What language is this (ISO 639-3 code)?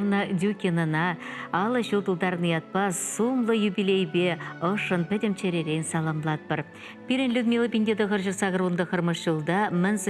chv